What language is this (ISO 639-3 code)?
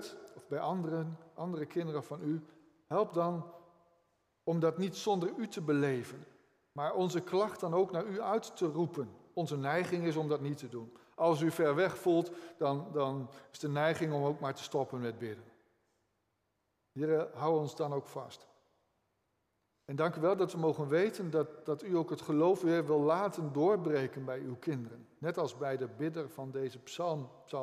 nld